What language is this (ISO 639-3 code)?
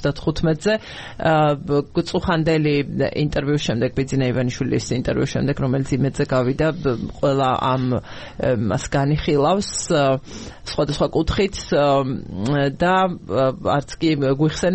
kat